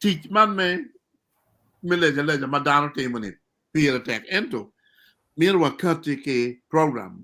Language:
Acoli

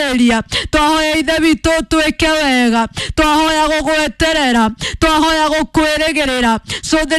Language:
Kikuyu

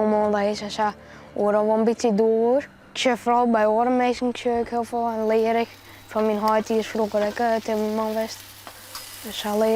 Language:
Western Frisian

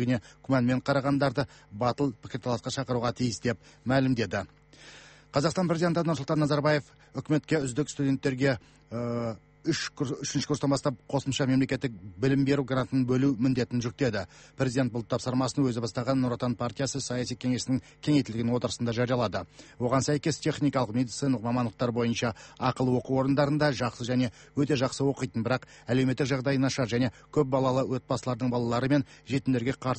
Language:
Kazakh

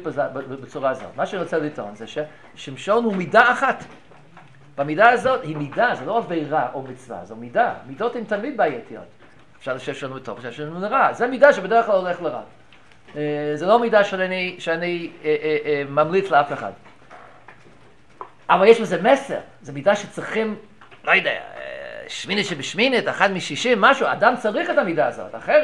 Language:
Hebrew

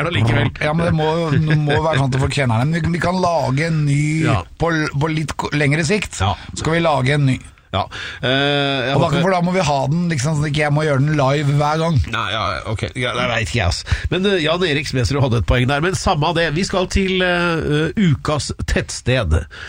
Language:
Norwegian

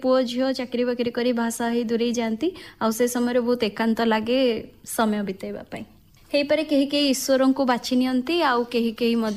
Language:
Odia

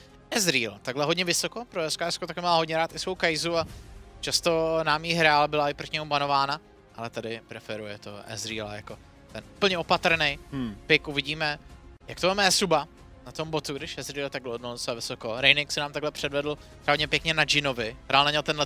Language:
Czech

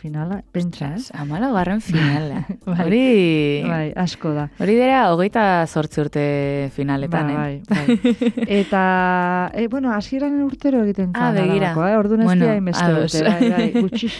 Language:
Basque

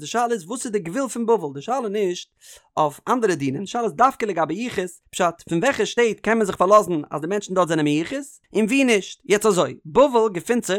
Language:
Yiddish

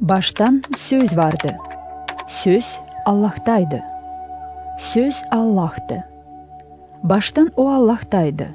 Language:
Gagauz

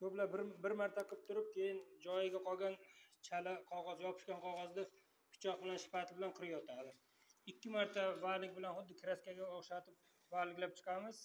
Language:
Uzbek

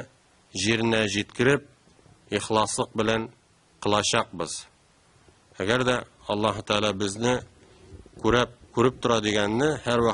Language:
Tatar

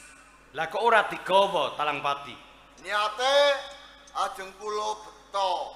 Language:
Javanese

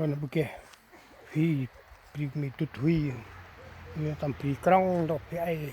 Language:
Central Mnong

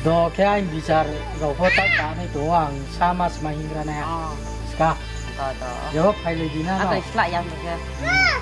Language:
Riang (India)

